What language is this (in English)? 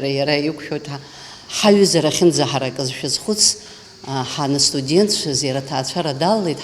Abkhazian